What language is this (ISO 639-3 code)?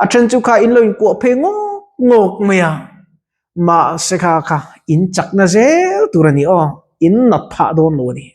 lus